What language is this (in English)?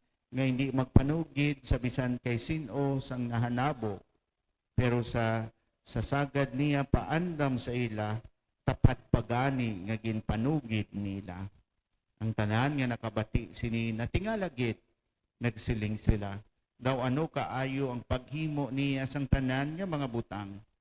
Hiligaynon